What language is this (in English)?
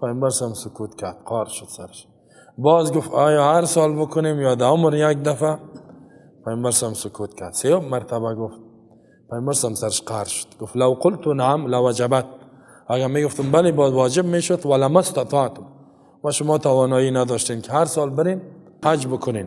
Persian